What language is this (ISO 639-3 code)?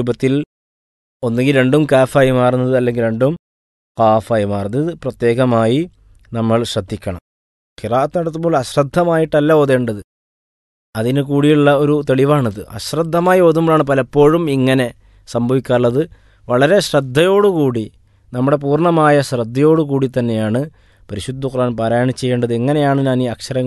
mal